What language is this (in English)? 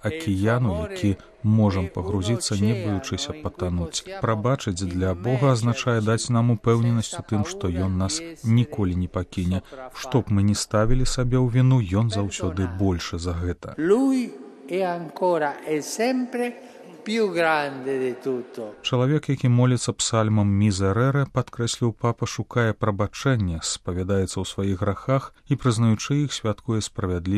Belarusian